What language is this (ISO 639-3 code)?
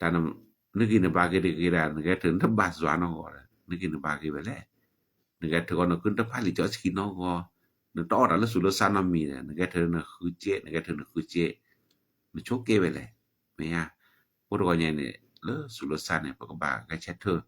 ksw